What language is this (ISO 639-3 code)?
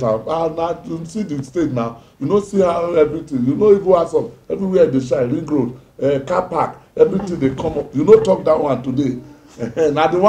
pcm